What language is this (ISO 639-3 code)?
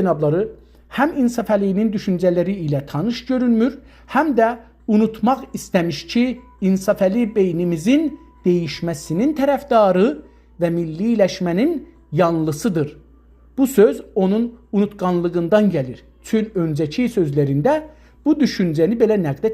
azb